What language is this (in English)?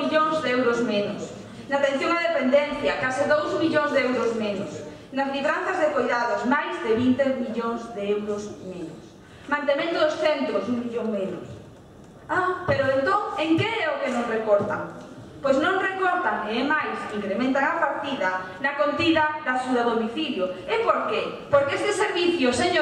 Galician